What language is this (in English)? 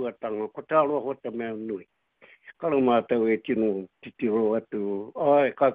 Māori